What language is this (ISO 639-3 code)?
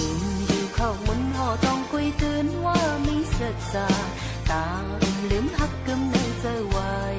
shn